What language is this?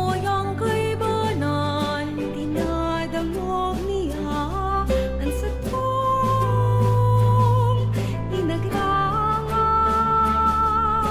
Bikol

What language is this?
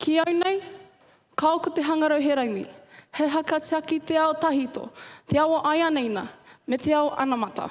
Māori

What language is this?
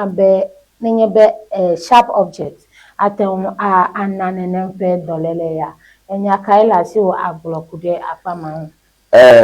Ewe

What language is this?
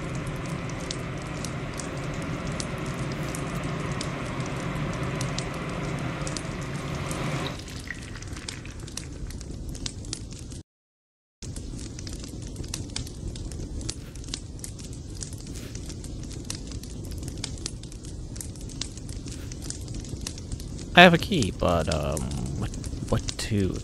English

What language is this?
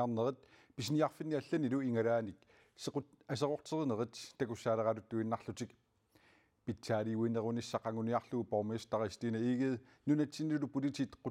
Kalaallisut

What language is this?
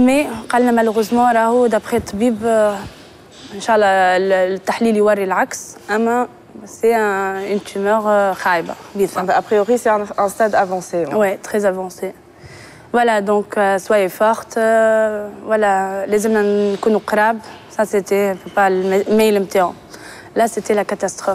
Tunisian Arabic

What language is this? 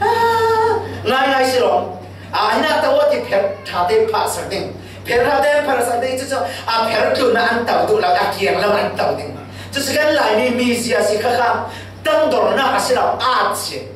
Falam Chin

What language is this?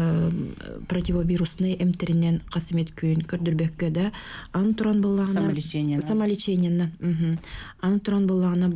Yakut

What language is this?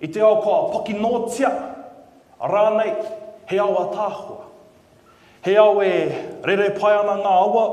Māori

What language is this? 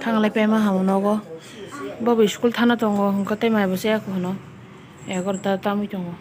Kok Borok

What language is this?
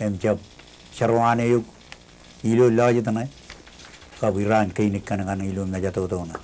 Marshallese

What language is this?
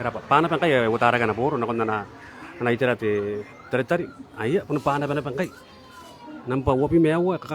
Gilbertese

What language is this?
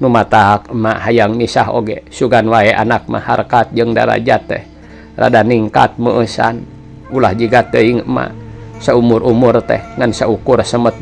Sundanese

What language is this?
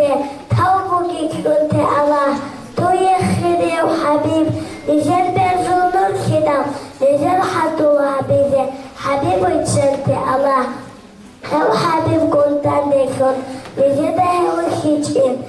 Avaric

